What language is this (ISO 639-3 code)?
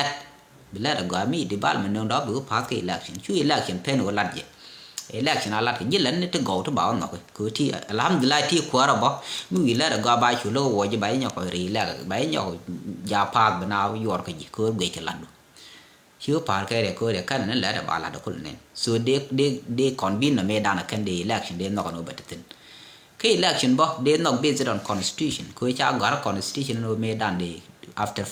nus